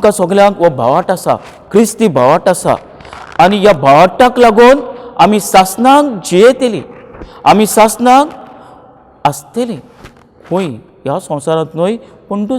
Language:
Konkani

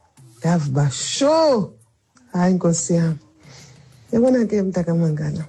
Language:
Xhosa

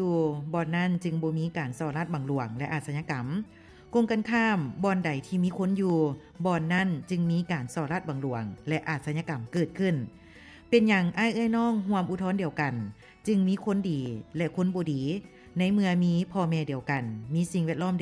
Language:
Lao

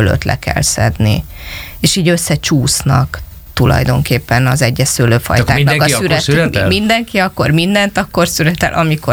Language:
Hungarian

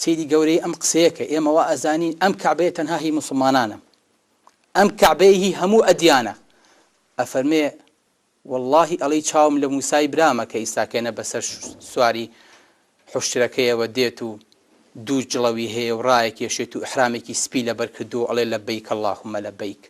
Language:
Central Kurdish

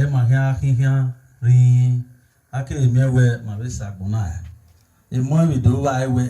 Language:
Bini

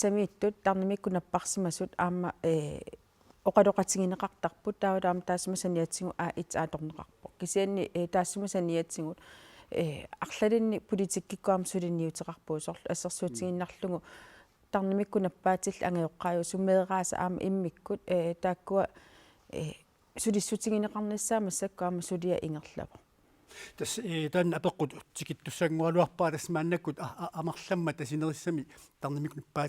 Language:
Kalaallisut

